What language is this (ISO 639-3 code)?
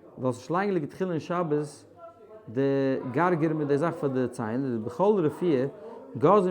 yid